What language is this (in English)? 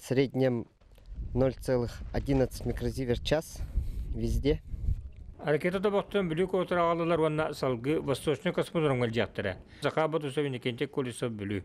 Yakut